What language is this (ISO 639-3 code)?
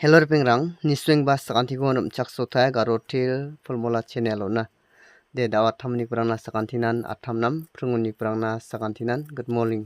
grt